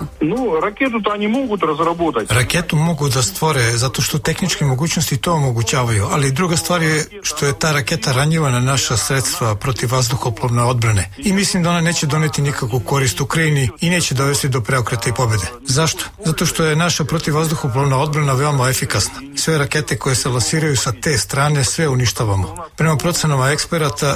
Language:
Serbian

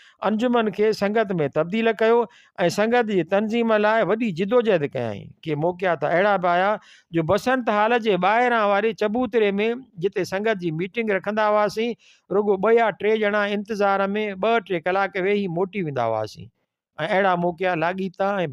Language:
Sindhi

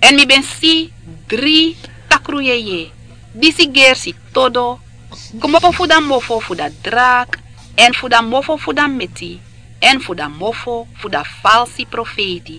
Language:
Sranan Tongo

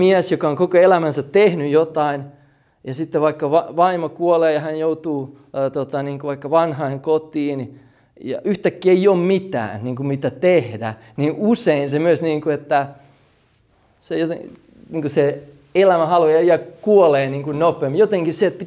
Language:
Finnish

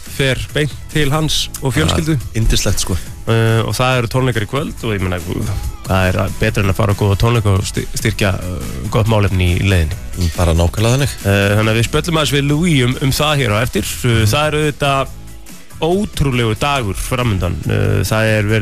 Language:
Icelandic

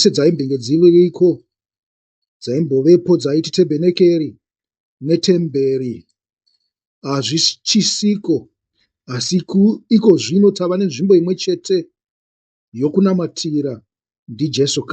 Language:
Shona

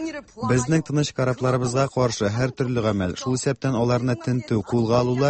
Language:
Tatar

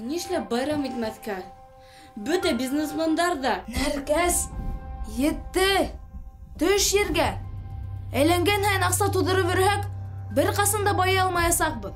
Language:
Bashkir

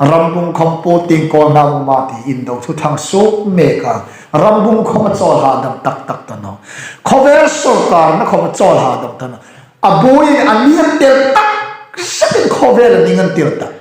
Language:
Hmar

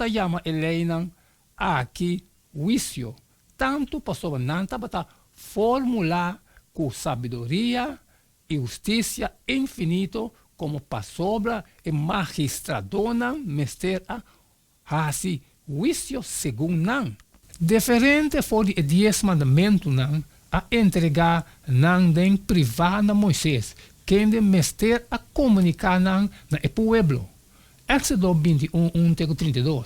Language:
Papiamento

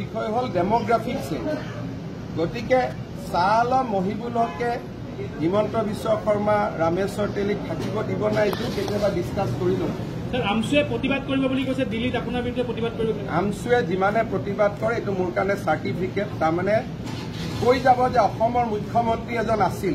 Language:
Assamese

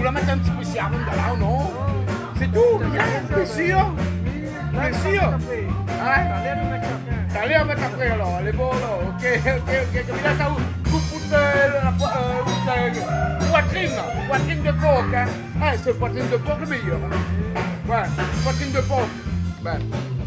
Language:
Réunion Creole French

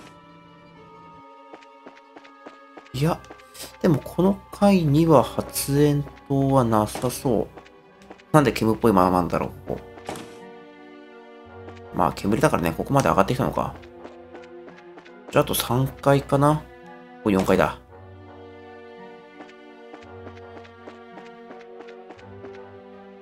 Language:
Japanese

